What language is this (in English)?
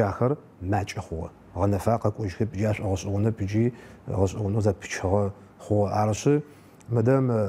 Adyghe